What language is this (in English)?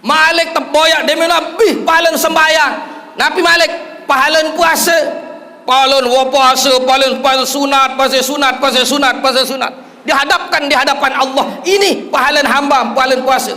Sasak